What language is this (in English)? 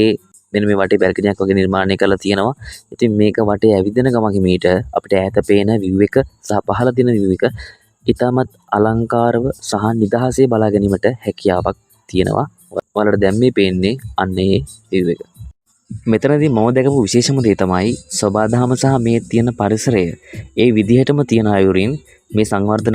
Sinhala